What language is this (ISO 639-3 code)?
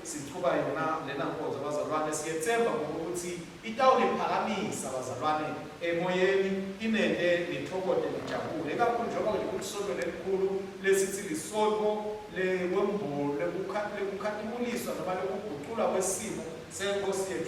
ssw